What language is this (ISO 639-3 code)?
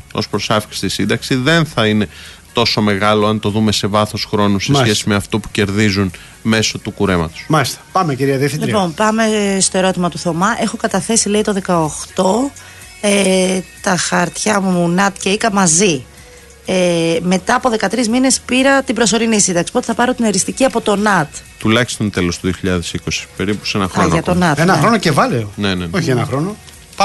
ell